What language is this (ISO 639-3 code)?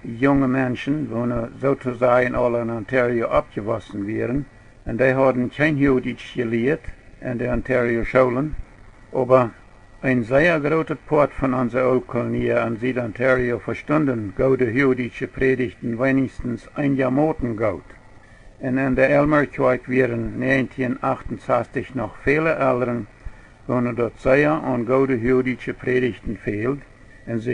pdt